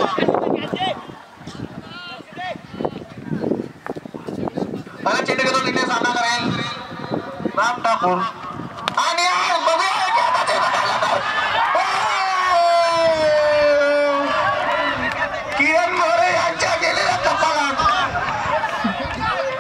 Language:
Marathi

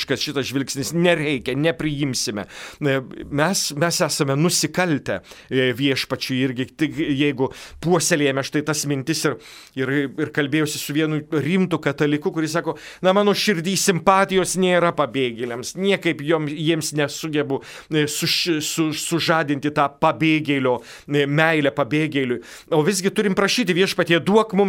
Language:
Lithuanian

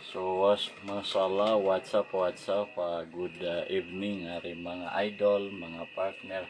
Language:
Maranao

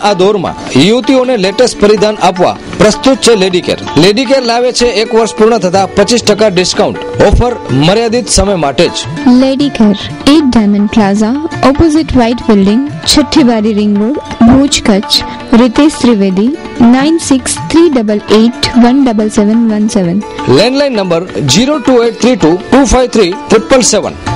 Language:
Gujarati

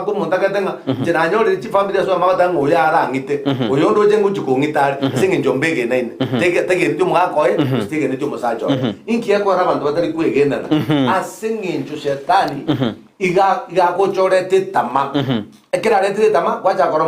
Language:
Gusii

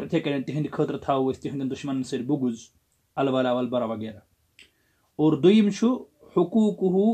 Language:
Kashmiri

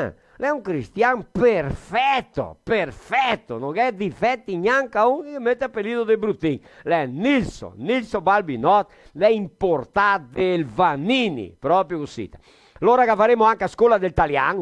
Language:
Venetian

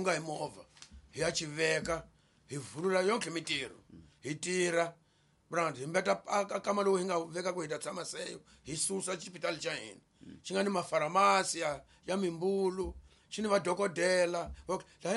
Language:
Tsonga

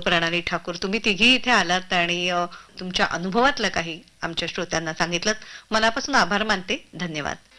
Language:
Marathi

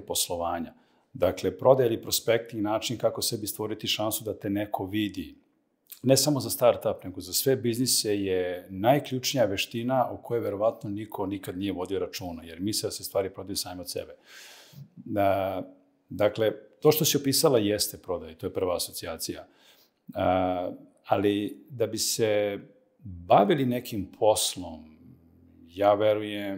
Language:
Serbian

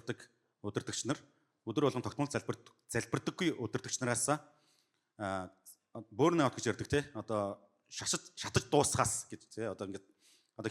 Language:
Mongolian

